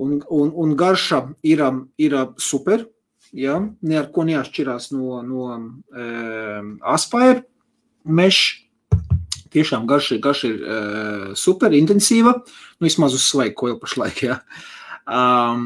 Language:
Latvian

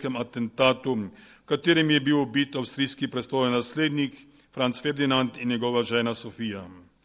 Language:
Slovenian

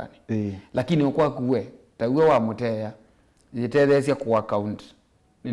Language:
Kamba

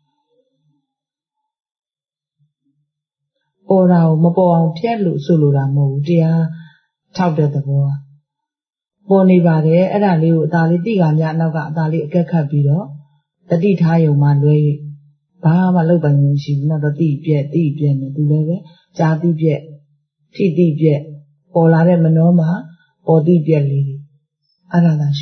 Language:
Burmese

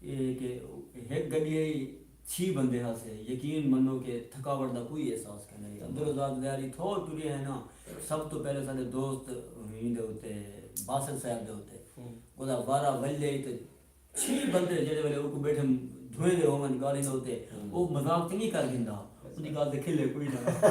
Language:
Saraiki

